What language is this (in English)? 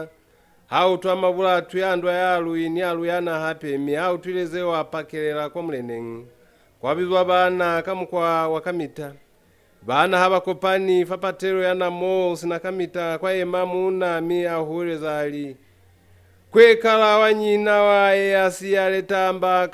Lozi